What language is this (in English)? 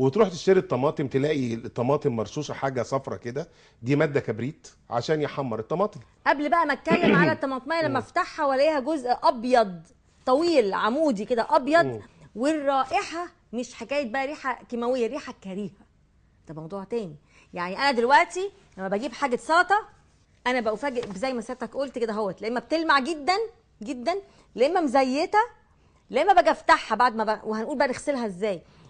Egyptian Arabic